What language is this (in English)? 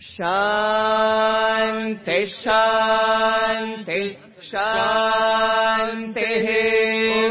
Sanskrit